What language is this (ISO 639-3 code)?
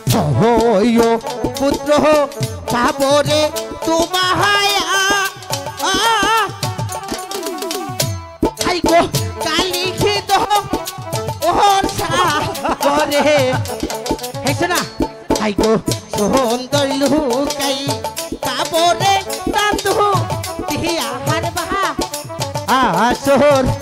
ben